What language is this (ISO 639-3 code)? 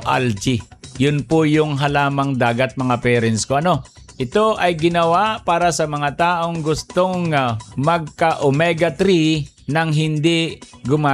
fil